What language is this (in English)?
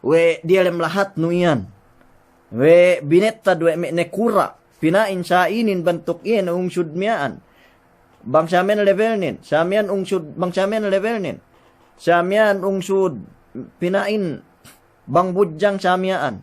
Yakan